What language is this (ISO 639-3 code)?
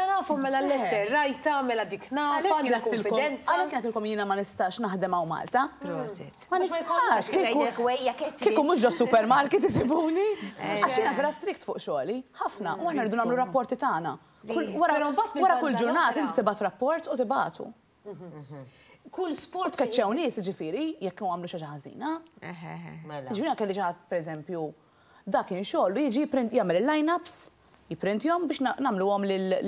mlt